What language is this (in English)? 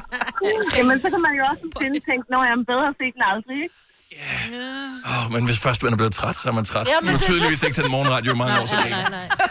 Danish